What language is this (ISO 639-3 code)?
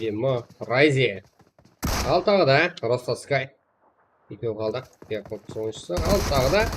kaa